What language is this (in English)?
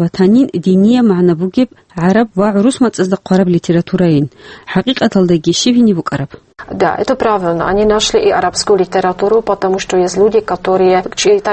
Avaric